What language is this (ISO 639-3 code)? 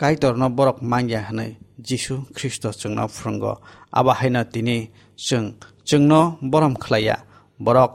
trp